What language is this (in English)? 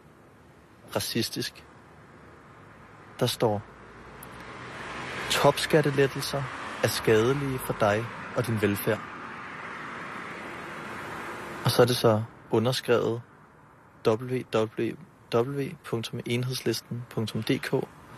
Danish